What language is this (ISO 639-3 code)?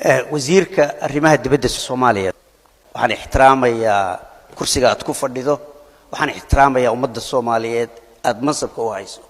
som